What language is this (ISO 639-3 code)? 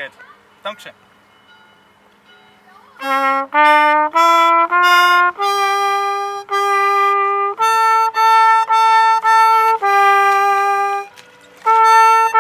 deu